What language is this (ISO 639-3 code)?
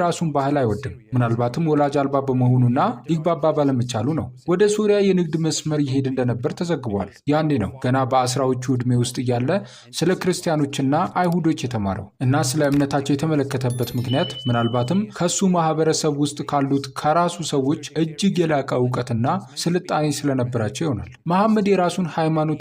amh